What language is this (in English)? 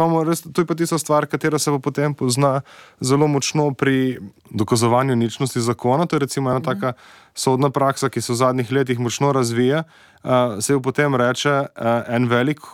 Slovenian